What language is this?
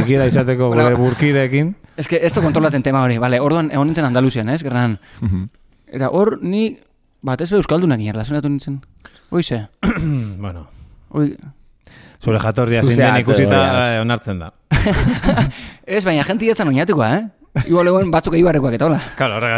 Basque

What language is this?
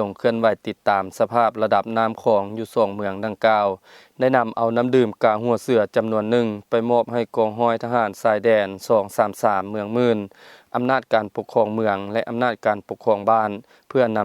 Lao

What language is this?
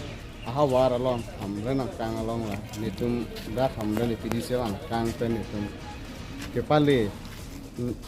Karbi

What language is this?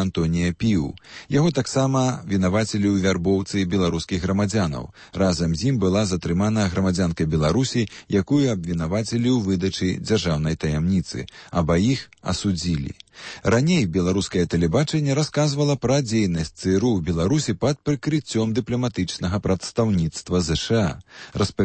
Belarusian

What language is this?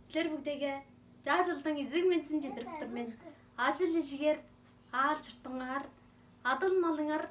Tuvinian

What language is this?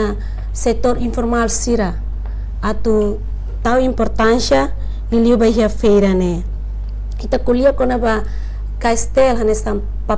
Tetum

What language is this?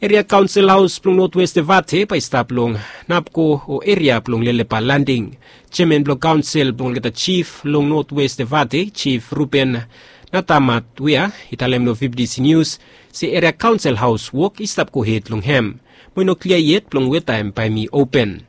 Bislama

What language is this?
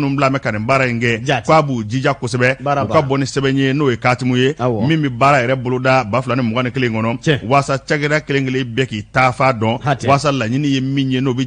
Bambara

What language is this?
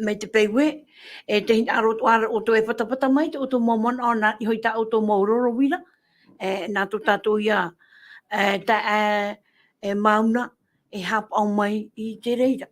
Tahitian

